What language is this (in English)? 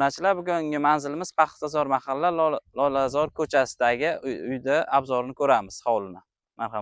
Uzbek